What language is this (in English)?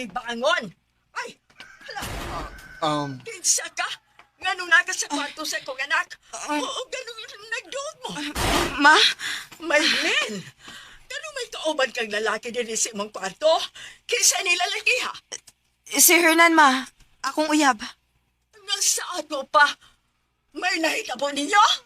Cebuano